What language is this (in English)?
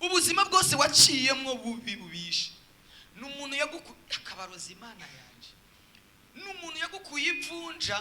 Rundi